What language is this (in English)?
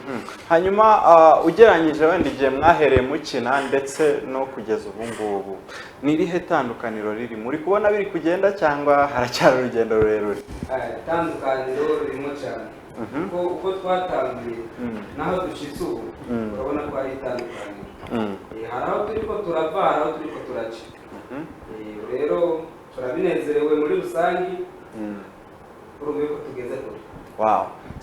Kinyarwanda